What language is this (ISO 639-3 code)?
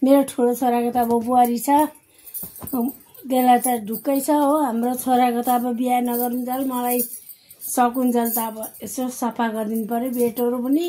nep